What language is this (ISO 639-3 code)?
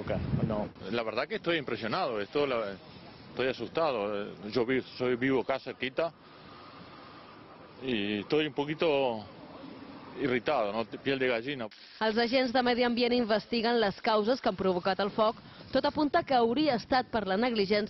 cat